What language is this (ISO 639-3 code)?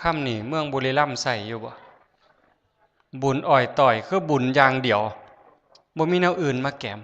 tts